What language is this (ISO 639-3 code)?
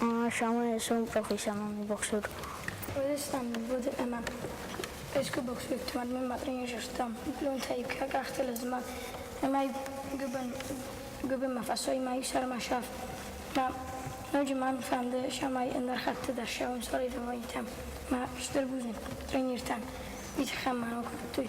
oss